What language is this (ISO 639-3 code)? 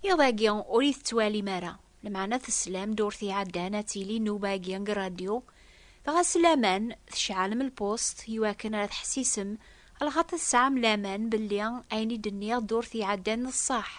kab